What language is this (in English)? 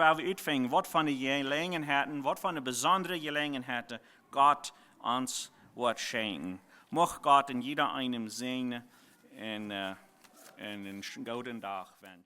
Plautdietsch